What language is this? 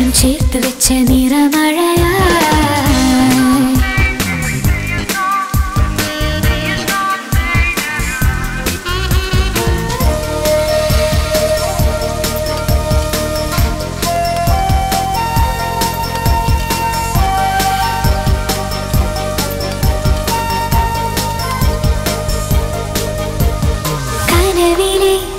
Malayalam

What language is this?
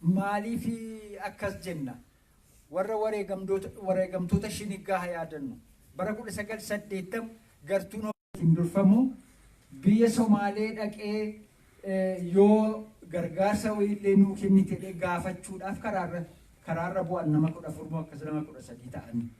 Oromo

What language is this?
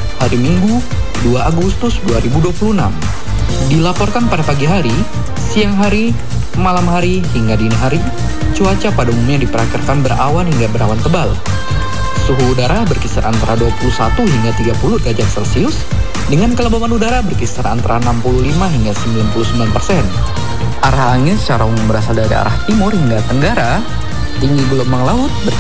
Indonesian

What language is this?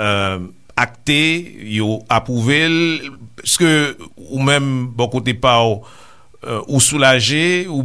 Haitian Creole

